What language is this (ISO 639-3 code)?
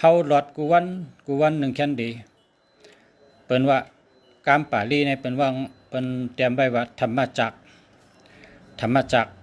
shn